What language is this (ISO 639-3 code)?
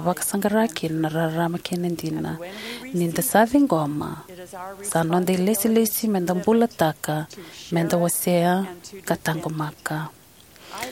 fij